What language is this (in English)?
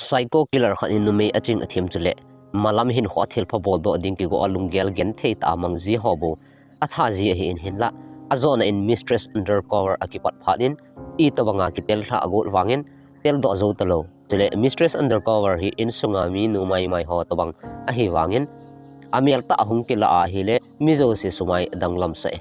Thado Chin